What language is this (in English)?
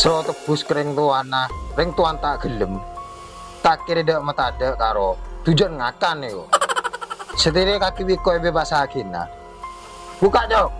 Madurese